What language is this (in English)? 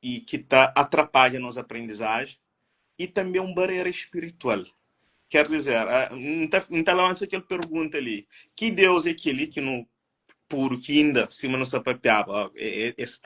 Kabuverdianu